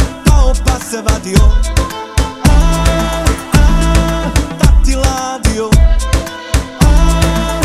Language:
Serbian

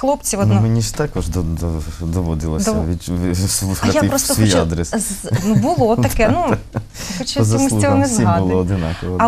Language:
Ukrainian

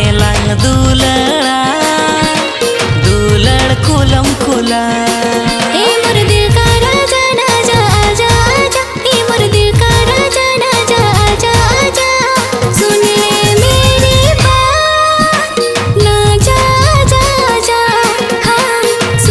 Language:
Santali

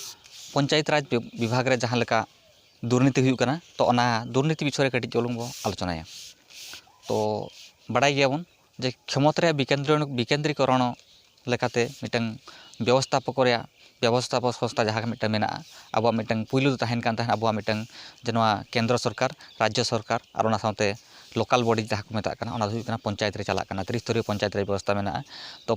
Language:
Santali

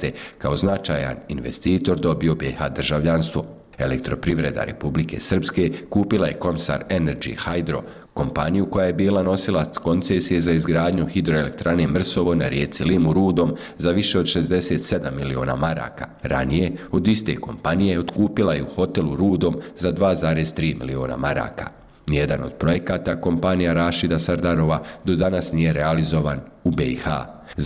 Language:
Bosnian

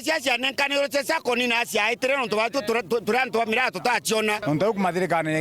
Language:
Meru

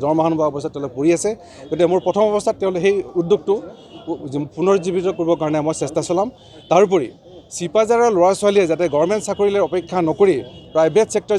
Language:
Assamese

